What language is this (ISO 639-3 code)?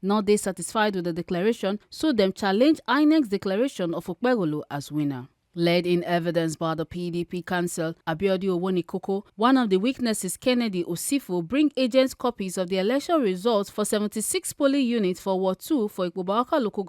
pcm